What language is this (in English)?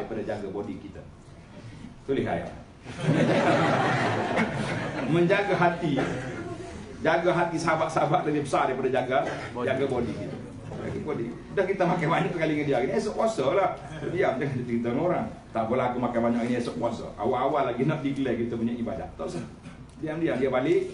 Malay